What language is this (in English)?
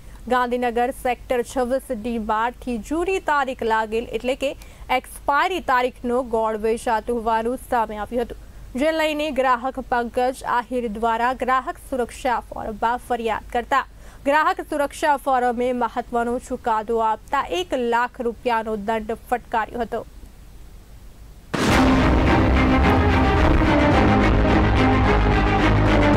Gujarati